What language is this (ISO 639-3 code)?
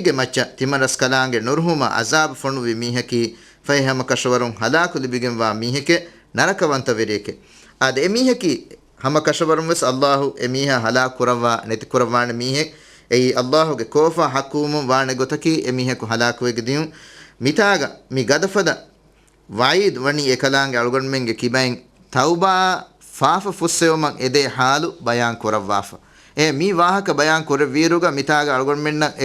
div